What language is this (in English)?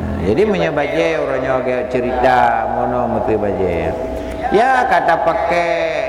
Achinese